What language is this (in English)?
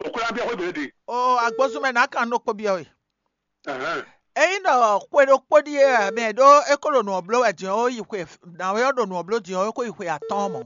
Fon